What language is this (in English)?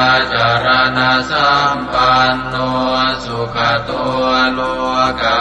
Pali